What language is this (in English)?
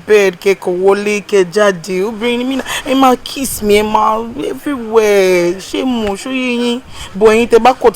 Yoruba